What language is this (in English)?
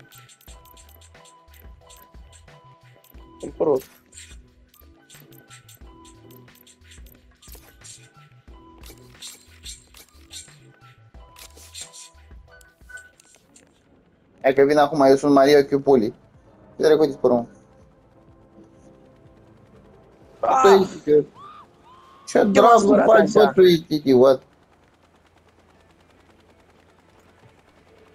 Romanian